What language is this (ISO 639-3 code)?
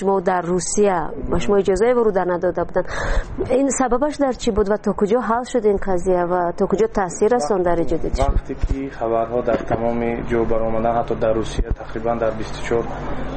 tgk